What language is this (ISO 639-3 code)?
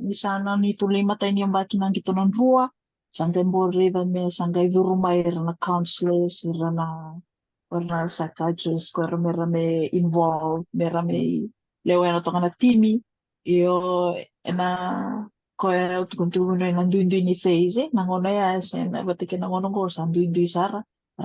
fij